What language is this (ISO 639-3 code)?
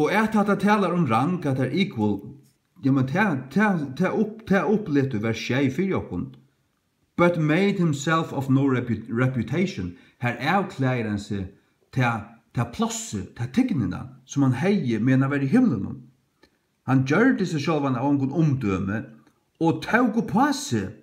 fao